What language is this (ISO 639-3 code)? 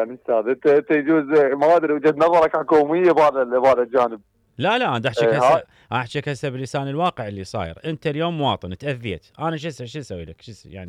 acm